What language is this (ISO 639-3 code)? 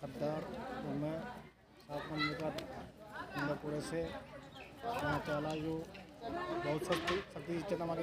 kru